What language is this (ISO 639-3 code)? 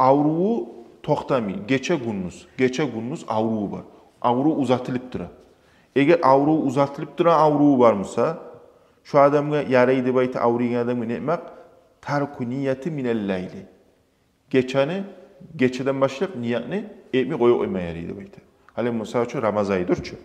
kum